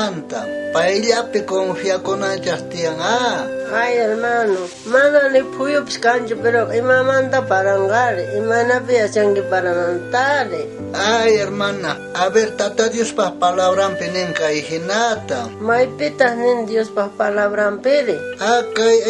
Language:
South Bolivian Quechua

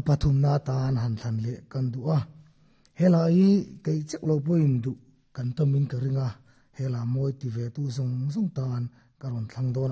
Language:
Mizo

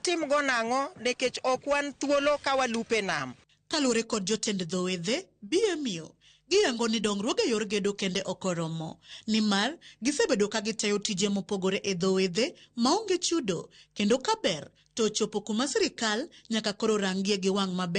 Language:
Luo (Kenya and Tanzania)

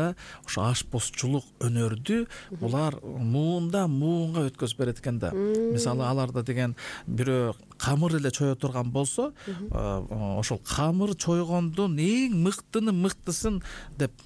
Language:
Kyrgyz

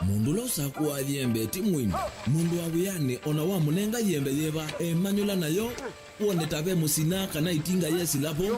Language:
Kamba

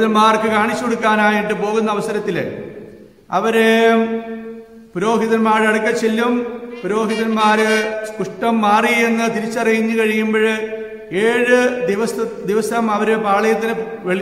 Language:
Malayalam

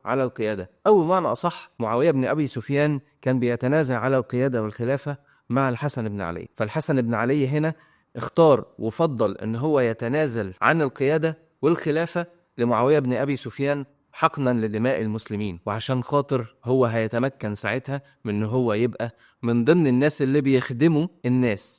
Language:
Egyptian Arabic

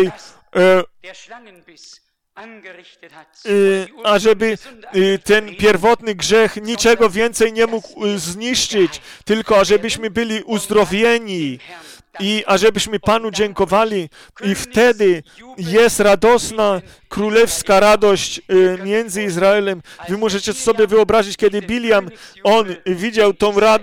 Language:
Polish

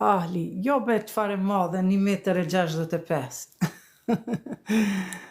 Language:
Albanian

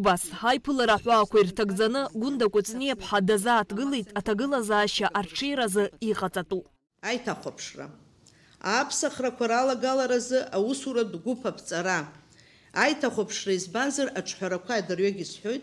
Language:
Abkhazian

